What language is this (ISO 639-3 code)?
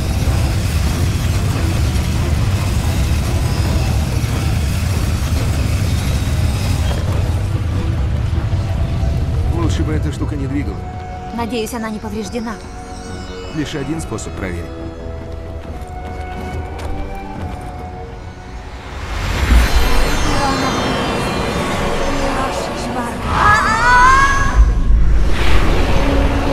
rus